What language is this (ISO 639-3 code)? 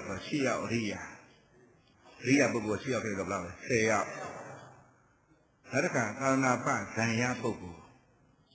mya